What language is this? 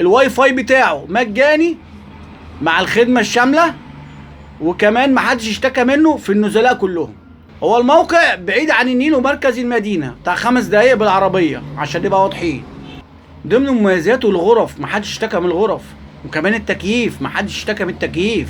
Egyptian Arabic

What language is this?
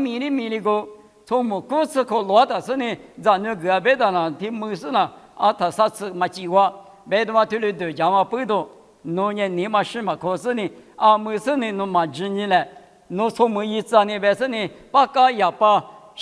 Lisu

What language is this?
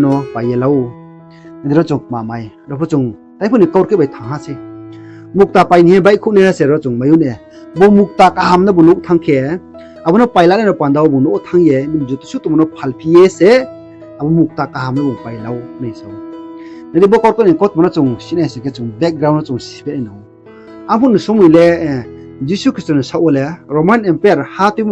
Riang (India)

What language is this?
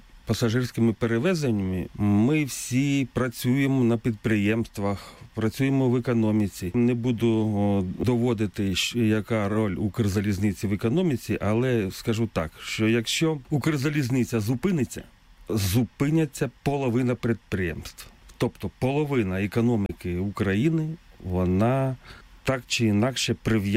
Ukrainian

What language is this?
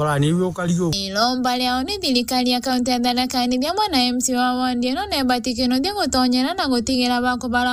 Meru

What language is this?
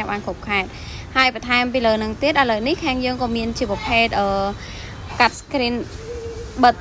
Khmer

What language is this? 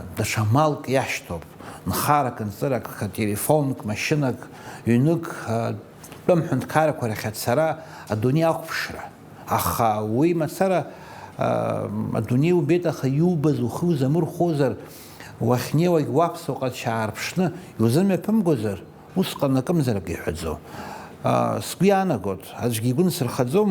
Abkhazian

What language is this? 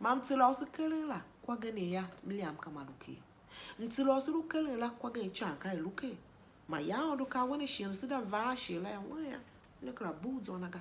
Tiv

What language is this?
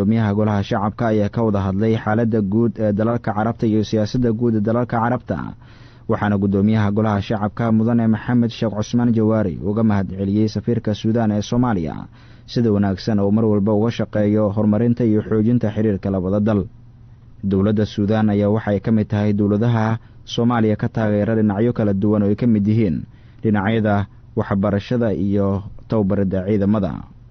Somali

